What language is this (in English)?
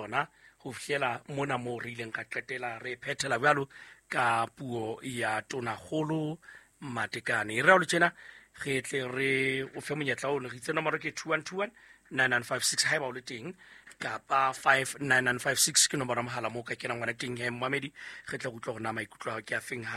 Southern Sotho